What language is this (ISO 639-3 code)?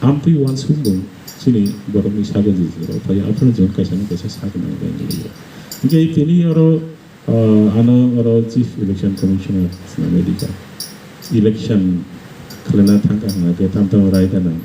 trp